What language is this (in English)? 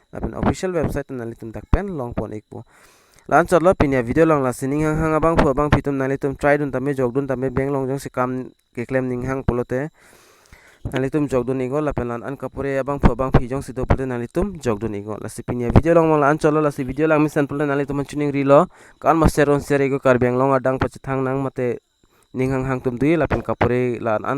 Karbi